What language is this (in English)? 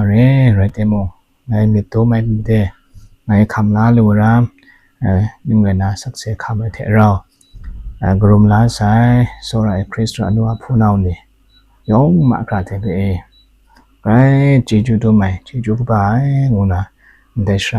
Kachin